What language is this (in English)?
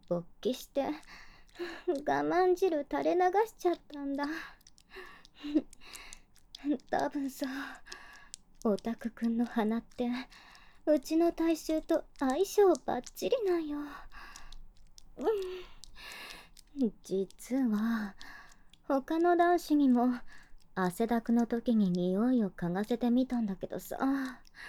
Japanese